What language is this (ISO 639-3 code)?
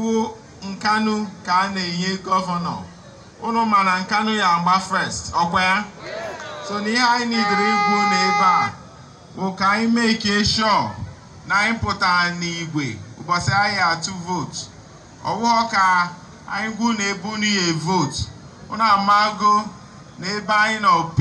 ibo